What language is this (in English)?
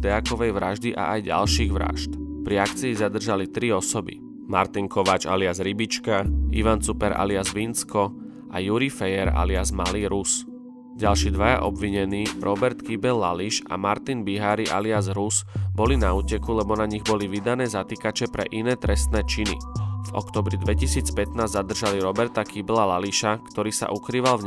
Slovak